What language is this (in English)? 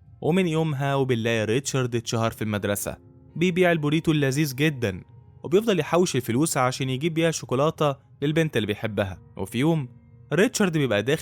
Egyptian Arabic